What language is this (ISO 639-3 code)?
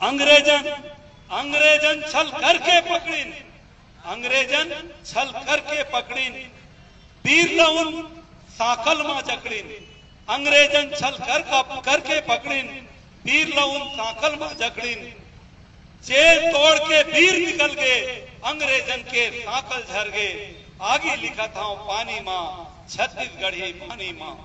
hne